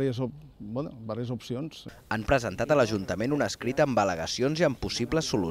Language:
Catalan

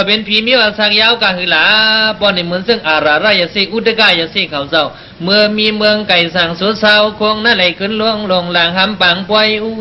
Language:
Shan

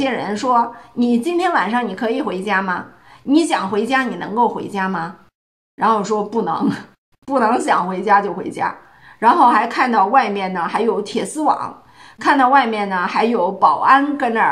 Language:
Chinese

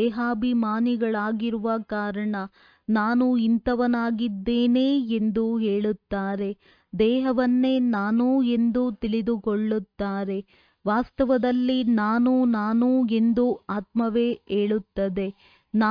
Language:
Kannada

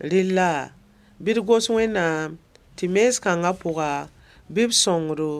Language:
Mossi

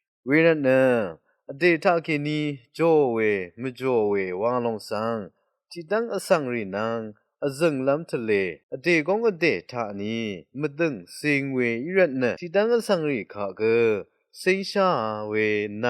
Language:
Rawang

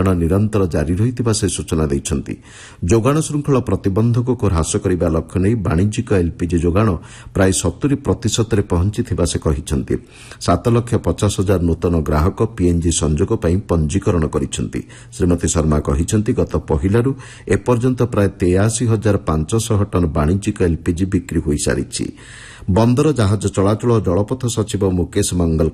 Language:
Odia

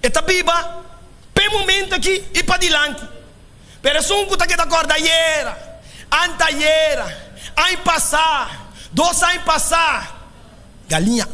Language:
Papiamento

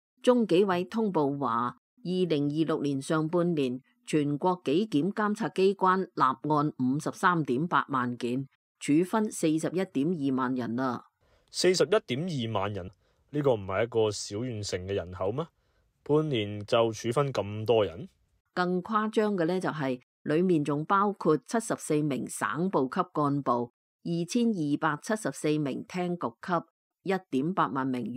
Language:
Cantonese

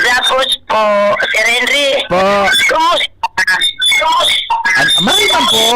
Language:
Bikol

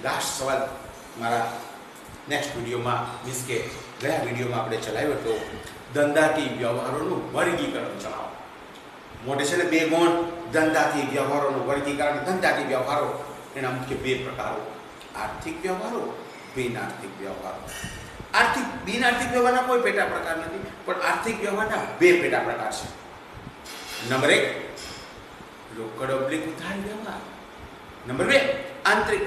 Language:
Gujarati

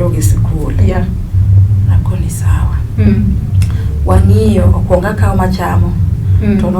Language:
Luo (Kenya and Tanzania)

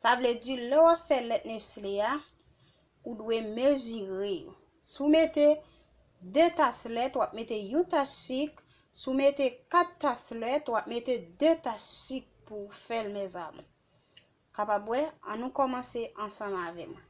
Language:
Haitian Creole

